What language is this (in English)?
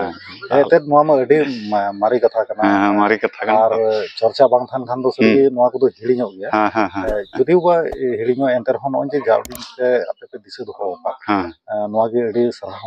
Santali